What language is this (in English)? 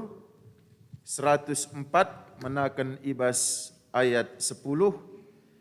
Batak Karo